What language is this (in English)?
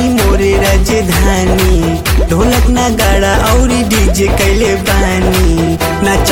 Bhojpuri